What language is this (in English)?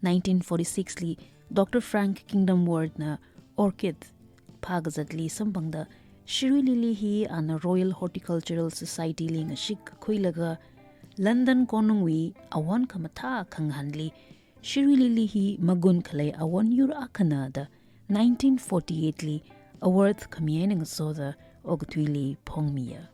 Tangkhul Naga (India)